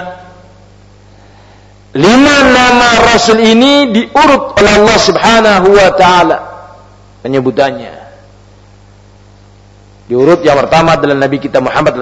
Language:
Indonesian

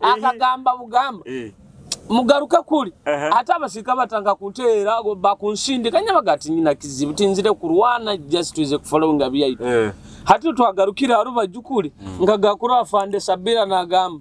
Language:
Nyoro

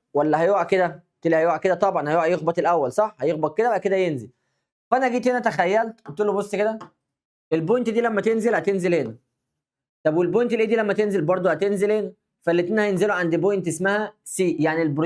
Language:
Egyptian Arabic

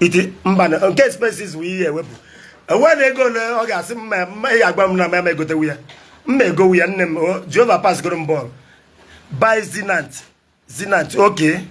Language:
Igbo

